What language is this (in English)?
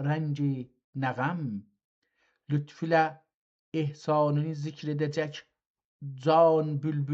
South Azerbaijani